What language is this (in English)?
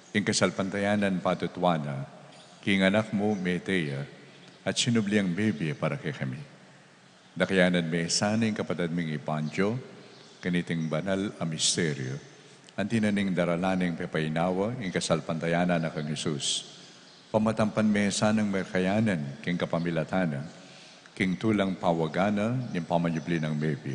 Pampanga